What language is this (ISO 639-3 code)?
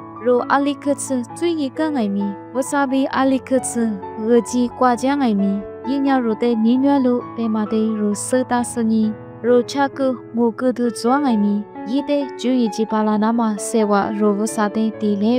lis